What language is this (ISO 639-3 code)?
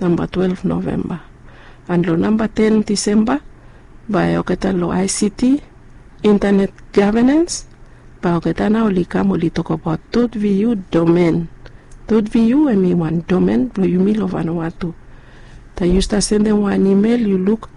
bis